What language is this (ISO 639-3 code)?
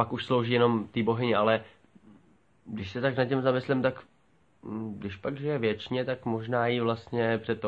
ces